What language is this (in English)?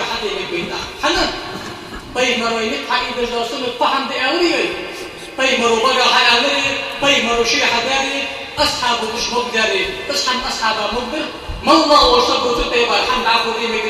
Ingush